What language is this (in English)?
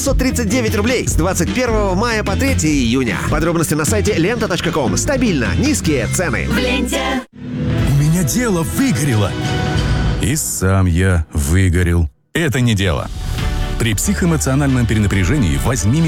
Russian